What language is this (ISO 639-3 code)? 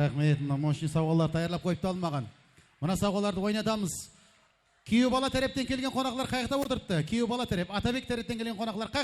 kaa